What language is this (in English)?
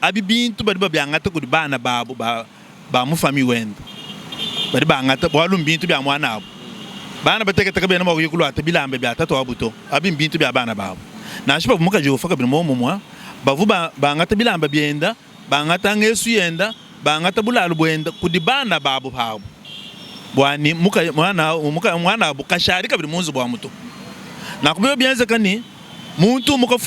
Luba-Lulua